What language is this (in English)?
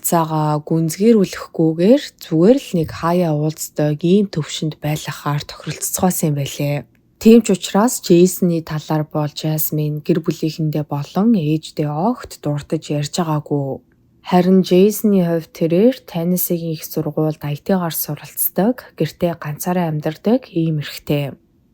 Mongolian